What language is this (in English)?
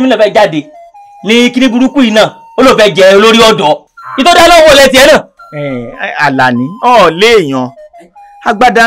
Yoruba